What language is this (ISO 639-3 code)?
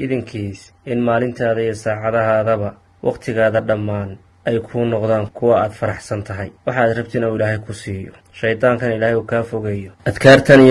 som